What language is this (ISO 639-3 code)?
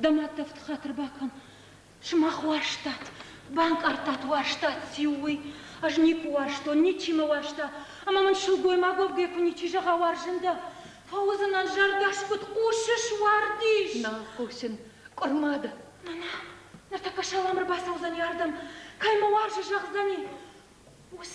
oss